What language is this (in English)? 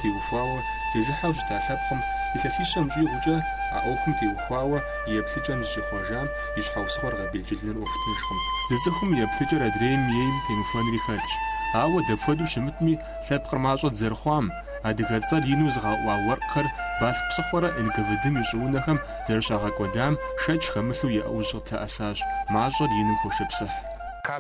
Kabardian